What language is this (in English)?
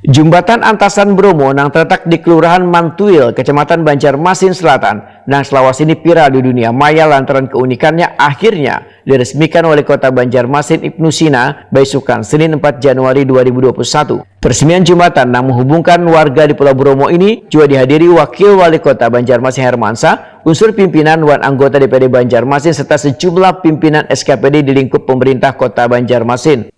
Banjar